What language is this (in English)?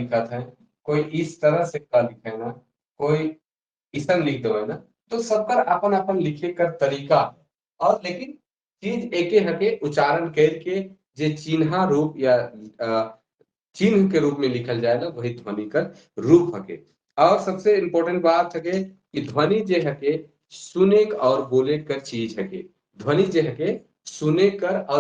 Sadri